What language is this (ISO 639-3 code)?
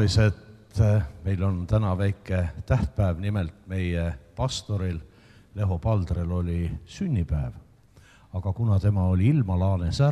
est